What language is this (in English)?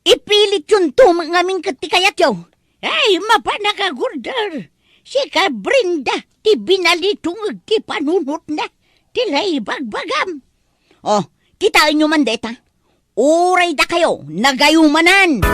Iloko